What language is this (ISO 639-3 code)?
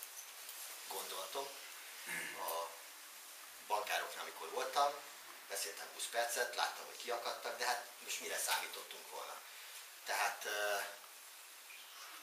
hun